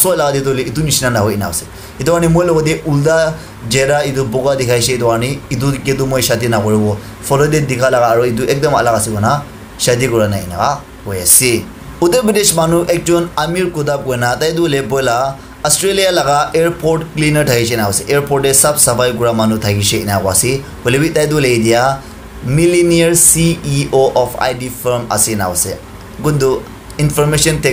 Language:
Naga Pidgin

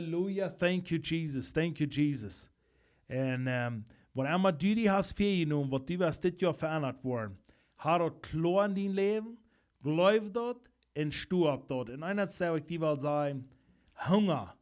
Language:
Plautdietsch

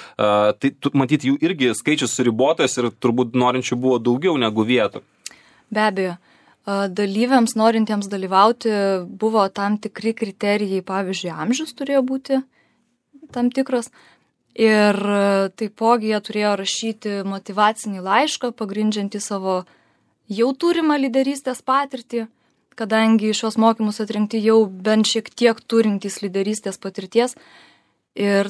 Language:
Lithuanian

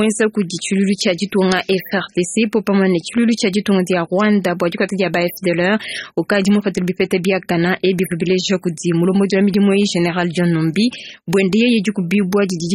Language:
Luba-Lulua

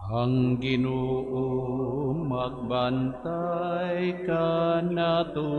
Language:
Cebuano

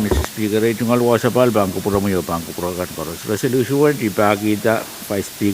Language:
Pohnpeian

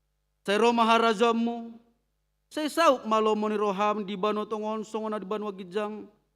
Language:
Batak Toba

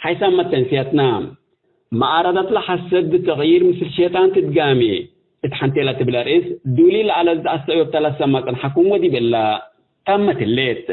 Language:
Tigre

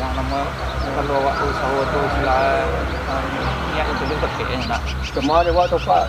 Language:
Minangkabau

